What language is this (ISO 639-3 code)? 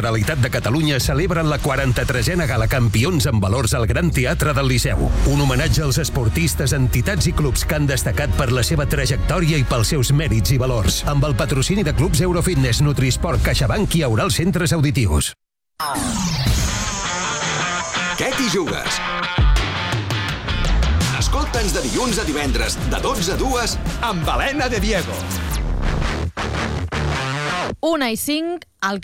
cat